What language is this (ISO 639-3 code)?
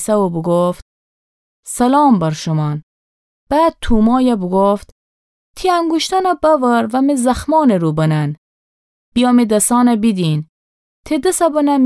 glk